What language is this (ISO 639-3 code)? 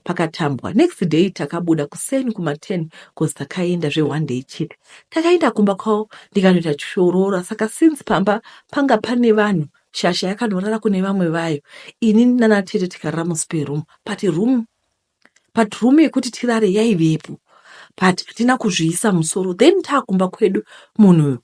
sna